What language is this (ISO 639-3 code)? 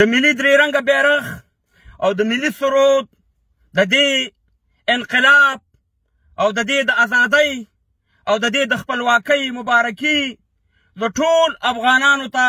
pus